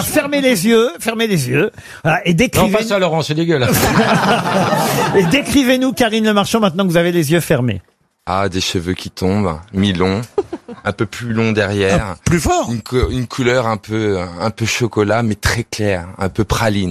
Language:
French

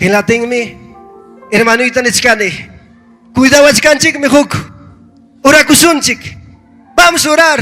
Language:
Ayacucho Quechua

